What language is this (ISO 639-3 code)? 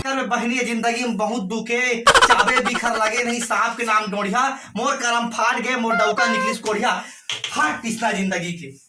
hne